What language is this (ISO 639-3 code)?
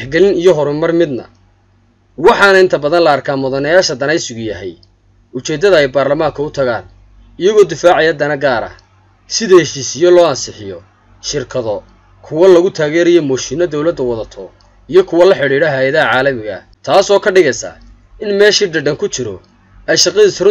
som